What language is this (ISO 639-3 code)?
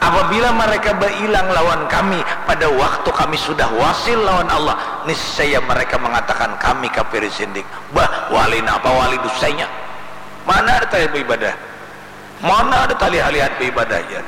bjn